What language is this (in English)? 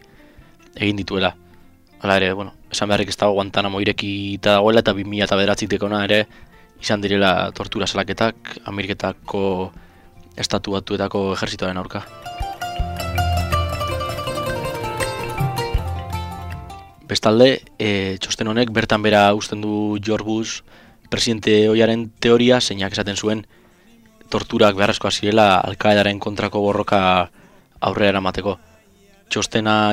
Basque